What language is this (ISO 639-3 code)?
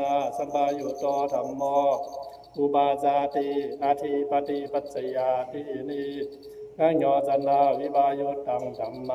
pli